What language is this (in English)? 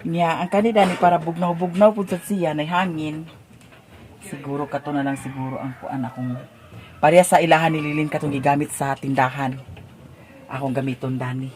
Cebuano